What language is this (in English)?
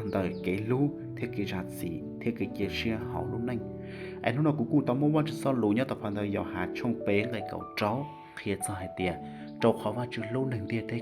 Hmong